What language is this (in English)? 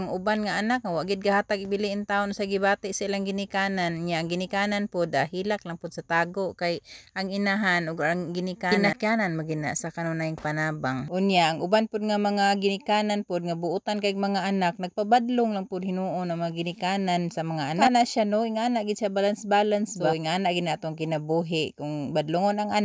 Cebuano